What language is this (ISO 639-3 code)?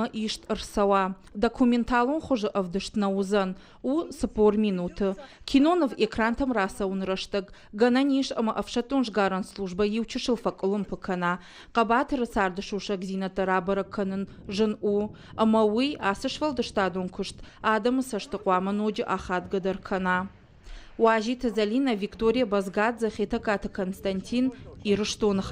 oss